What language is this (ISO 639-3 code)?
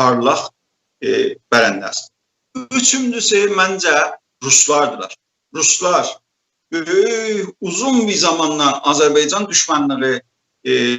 azb